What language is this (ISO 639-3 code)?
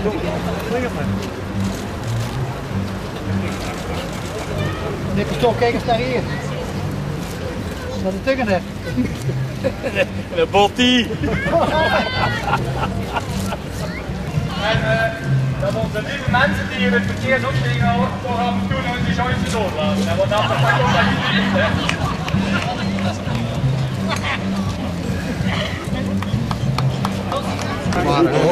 nld